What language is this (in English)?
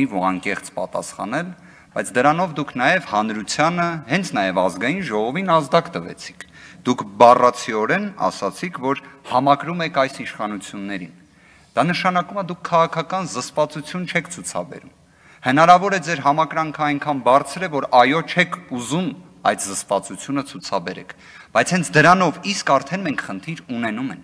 Armenian